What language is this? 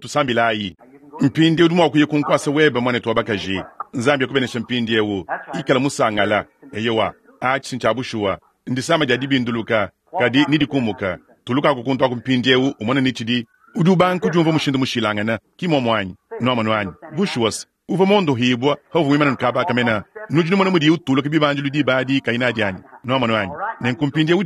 Luba-Lulua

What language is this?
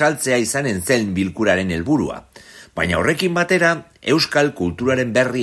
Basque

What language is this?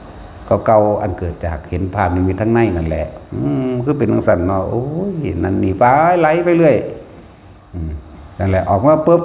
Northeastern Thai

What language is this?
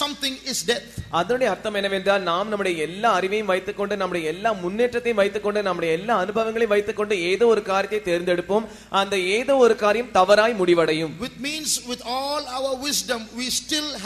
Tamil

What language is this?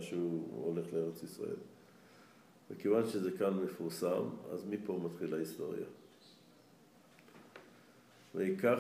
Hebrew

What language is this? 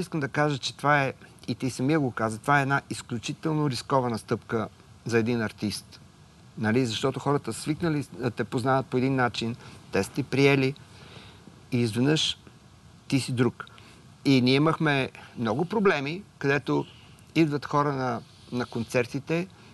Bulgarian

